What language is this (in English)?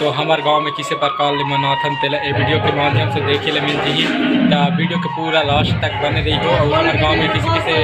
Chhattisgarhi